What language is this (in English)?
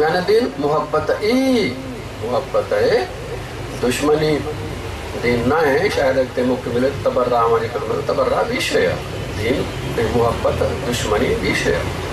Sindhi